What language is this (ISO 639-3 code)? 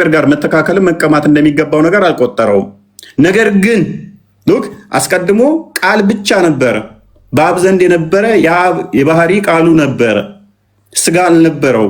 amh